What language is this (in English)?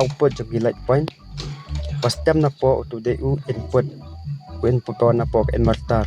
Khasi